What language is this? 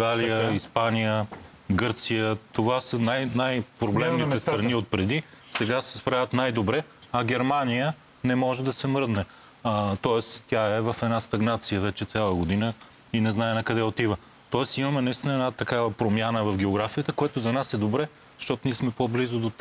Bulgarian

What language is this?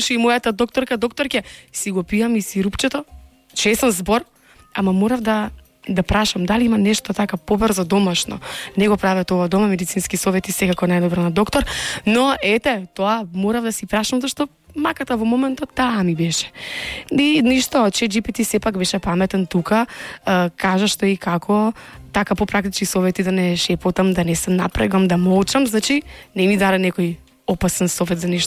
Macedonian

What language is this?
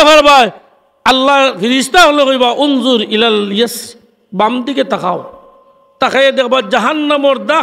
Sylheti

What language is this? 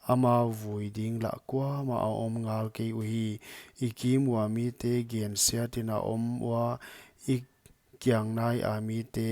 Paite Chin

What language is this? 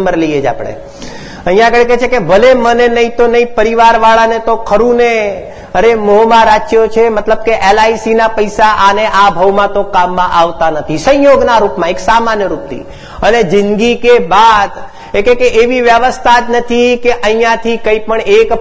Gujarati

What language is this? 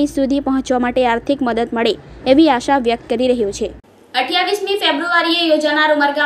Gujarati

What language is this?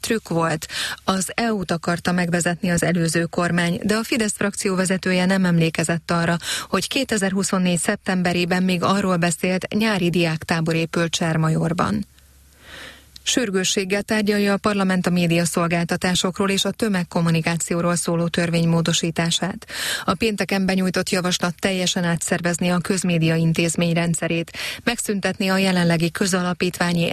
Hungarian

